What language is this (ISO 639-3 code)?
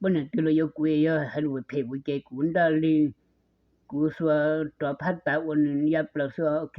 hmn